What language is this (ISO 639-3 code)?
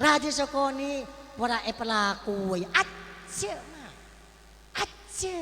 mad